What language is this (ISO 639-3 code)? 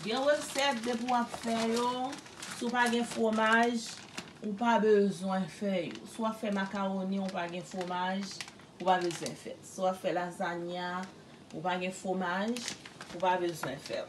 hat